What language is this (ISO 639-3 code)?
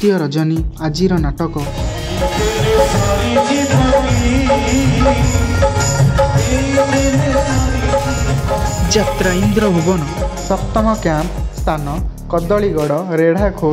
ori